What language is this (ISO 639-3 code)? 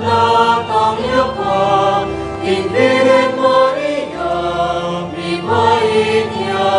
pam